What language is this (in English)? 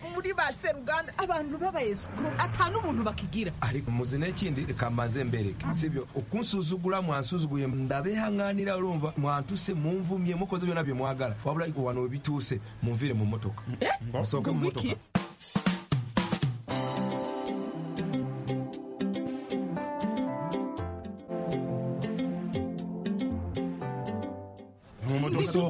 Kinyarwanda